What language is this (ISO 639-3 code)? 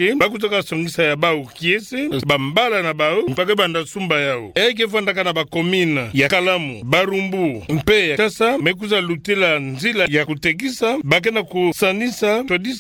ktu